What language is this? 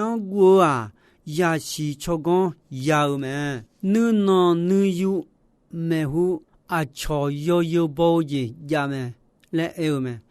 Akha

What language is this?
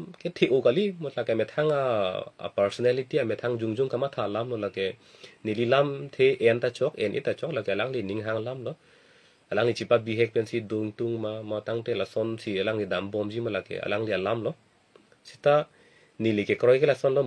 Karbi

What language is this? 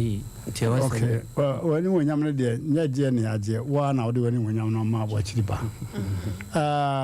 Akan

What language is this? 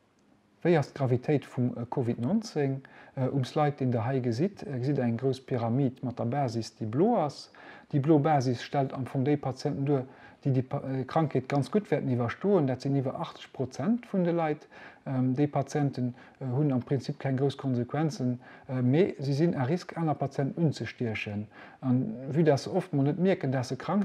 Luxembourgish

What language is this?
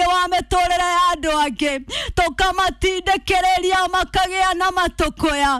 Kikuyu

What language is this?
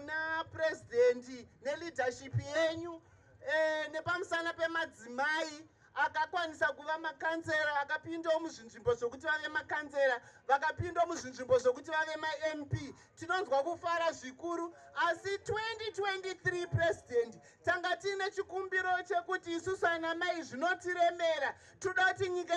Shona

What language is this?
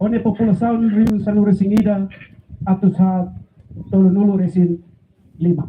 Tetum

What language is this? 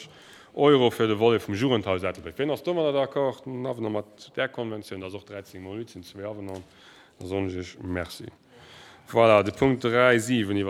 Luxembourgish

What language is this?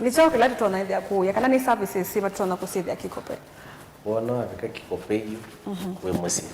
Kamba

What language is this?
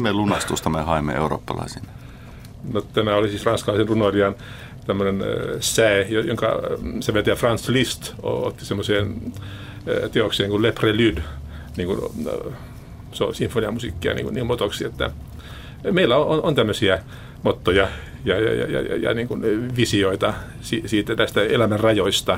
Finnish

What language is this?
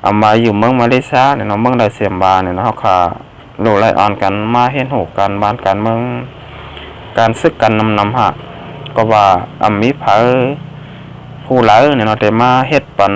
Shan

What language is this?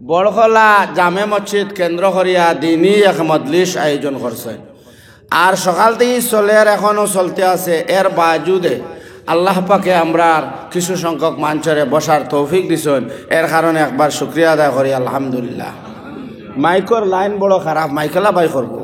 Sylheti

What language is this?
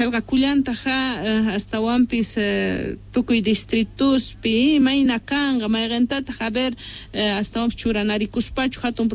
South Bolivian Quechua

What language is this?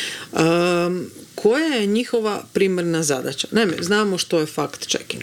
Croatian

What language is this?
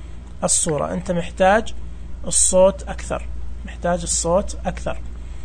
Najdi Arabic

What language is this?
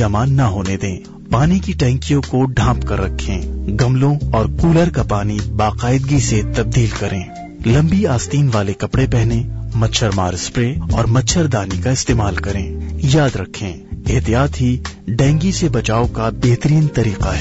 Urdu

